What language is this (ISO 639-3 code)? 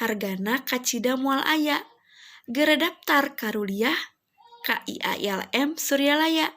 sun